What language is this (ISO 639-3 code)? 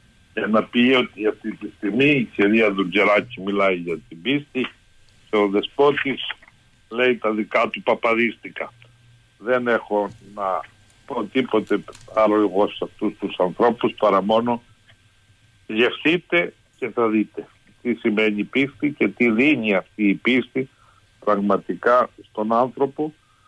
ell